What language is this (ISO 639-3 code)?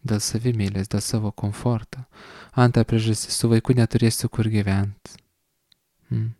lit